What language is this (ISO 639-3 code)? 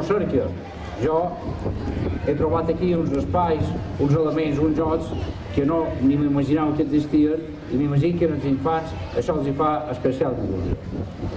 cat